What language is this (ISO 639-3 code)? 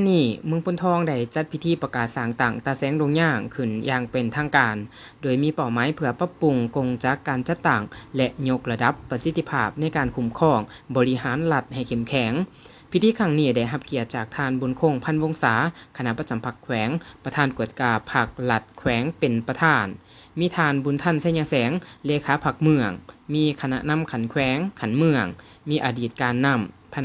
lao